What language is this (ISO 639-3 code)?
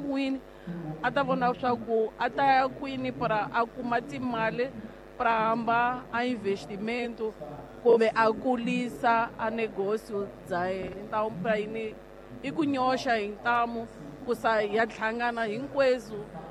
tso